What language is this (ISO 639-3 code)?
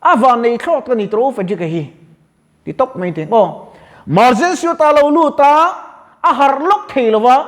lus